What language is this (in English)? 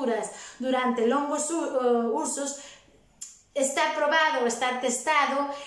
Galician